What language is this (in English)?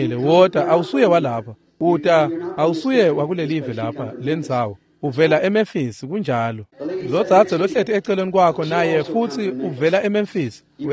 Swati